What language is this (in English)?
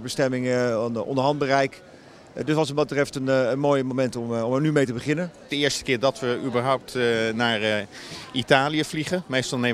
Dutch